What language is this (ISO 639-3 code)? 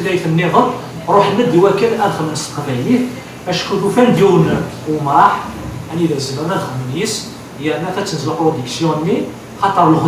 kab